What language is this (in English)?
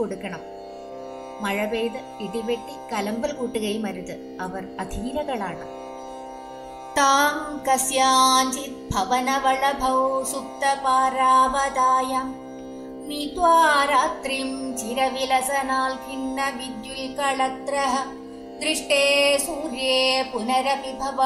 Malayalam